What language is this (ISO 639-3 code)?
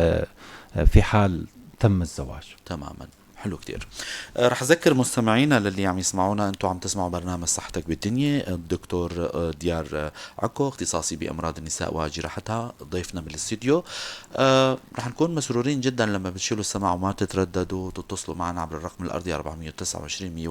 apc